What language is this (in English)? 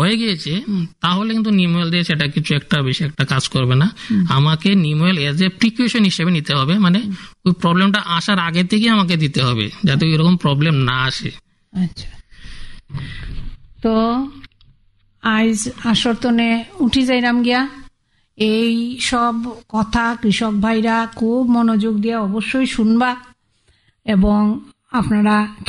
Bangla